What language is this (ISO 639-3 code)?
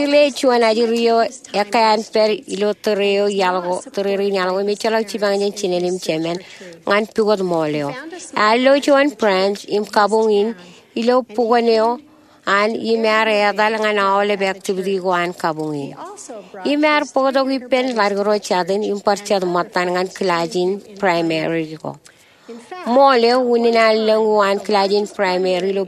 mah